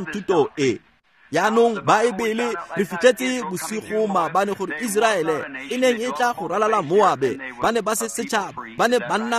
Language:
Tswana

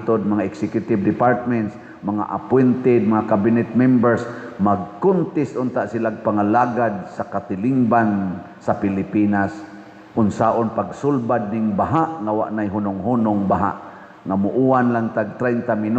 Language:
Cebuano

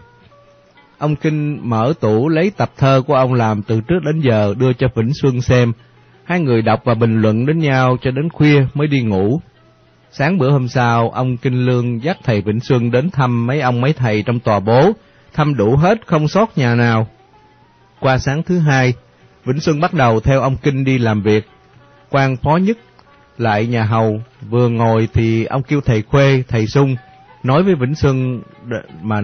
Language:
Vietnamese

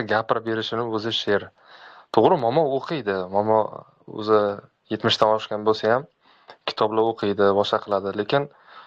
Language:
Uzbek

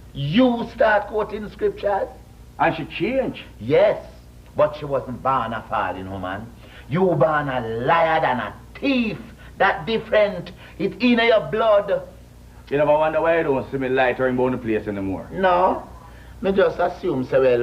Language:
Jamaican Creole English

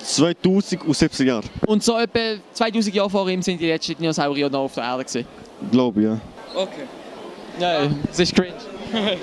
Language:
Swiss German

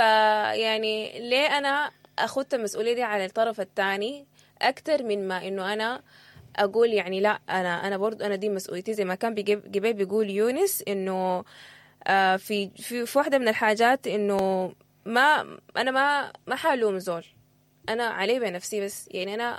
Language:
Sudanese Arabic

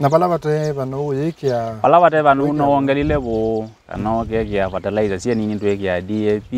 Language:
Kamba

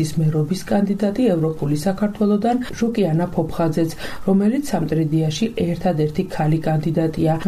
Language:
Georgian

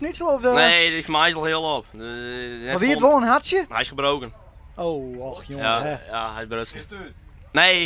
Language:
Western Frisian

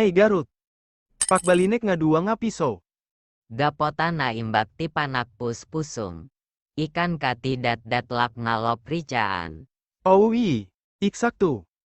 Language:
Iloko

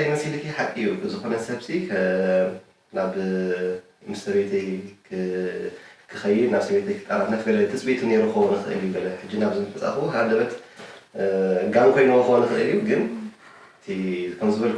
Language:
Tigrinya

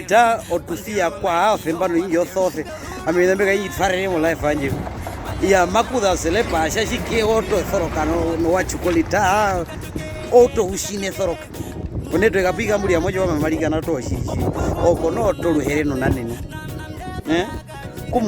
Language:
Herero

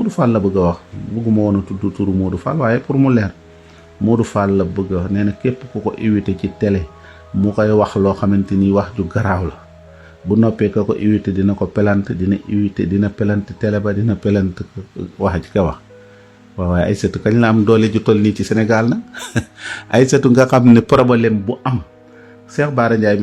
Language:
Wolof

